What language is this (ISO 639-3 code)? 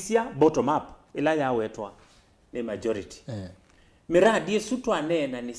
kam